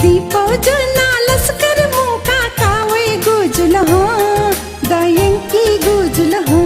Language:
Newari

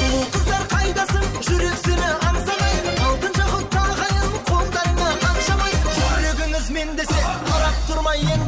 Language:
Kara-Kalpak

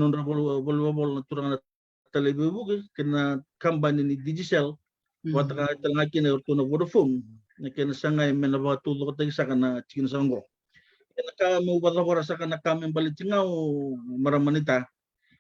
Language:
Fijian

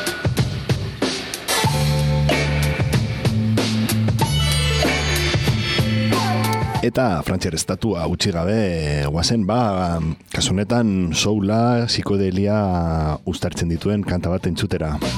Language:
Basque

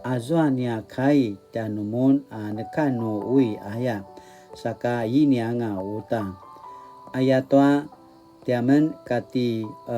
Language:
Paiwan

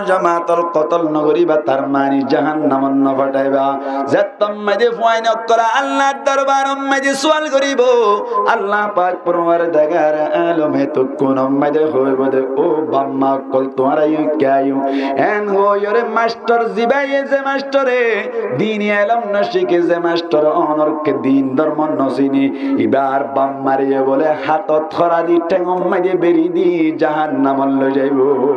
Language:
Rohingya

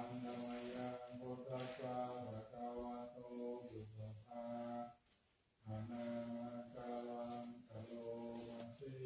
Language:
Pali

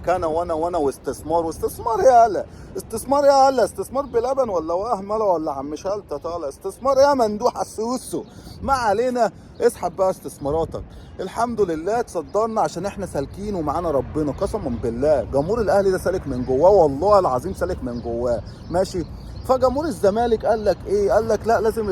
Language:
Egyptian Arabic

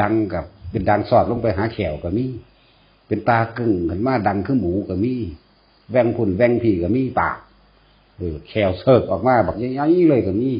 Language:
Northeastern Thai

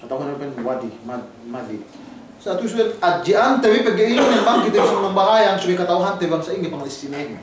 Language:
Yakan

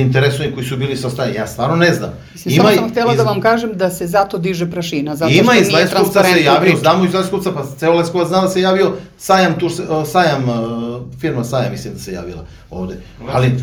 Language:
Serbian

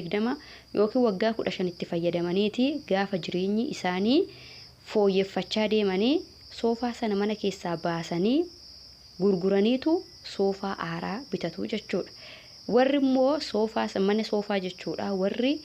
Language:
Oromo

